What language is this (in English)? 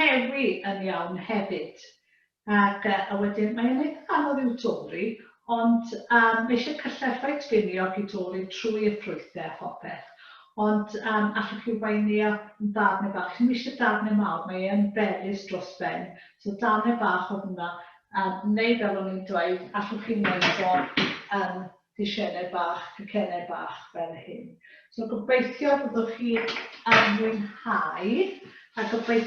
Welsh